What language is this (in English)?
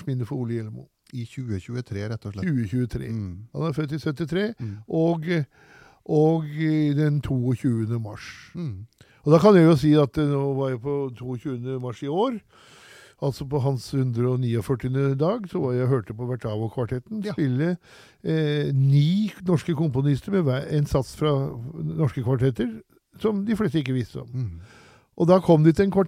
Norwegian